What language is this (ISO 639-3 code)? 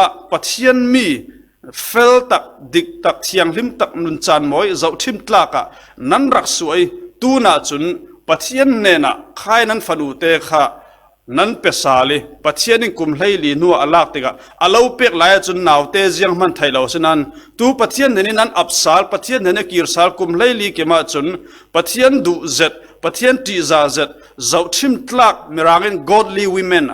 cfm